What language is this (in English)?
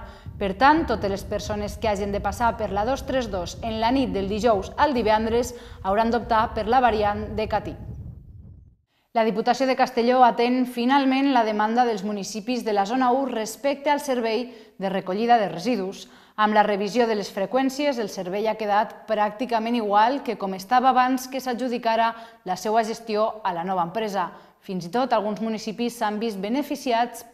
Catalan